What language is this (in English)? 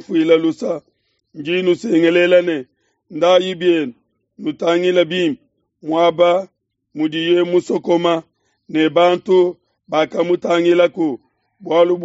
Luba-Lulua